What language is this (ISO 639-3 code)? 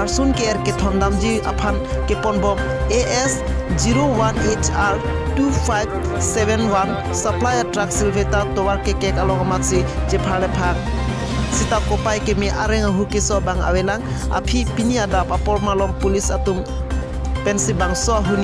mjw